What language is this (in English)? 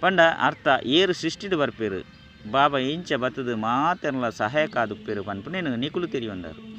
Tulu